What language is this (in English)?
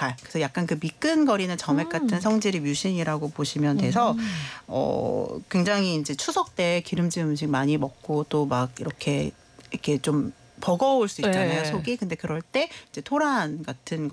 Korean